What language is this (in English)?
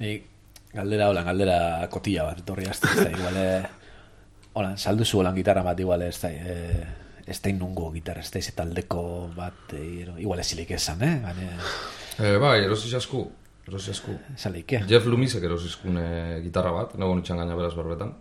Basque